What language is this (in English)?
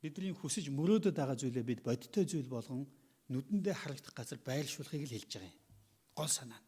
Mongolian